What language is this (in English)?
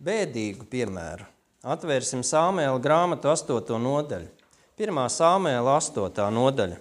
Latvian